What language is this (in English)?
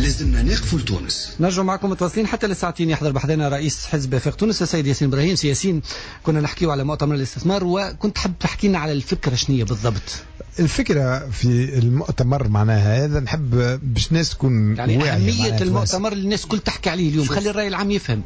Tunisian Arabic